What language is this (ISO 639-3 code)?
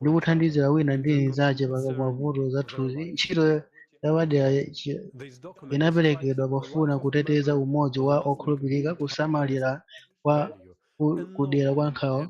nya